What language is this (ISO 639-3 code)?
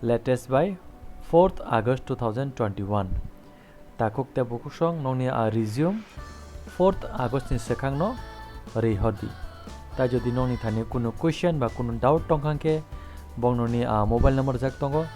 trp